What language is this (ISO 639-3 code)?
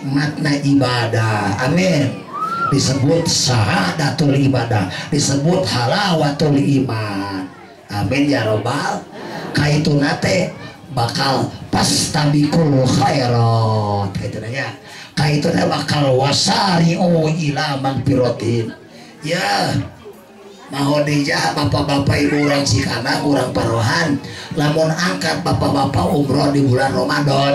sun